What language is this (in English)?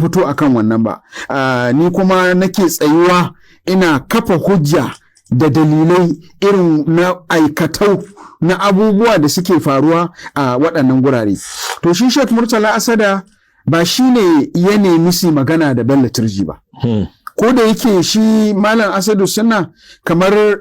Hausa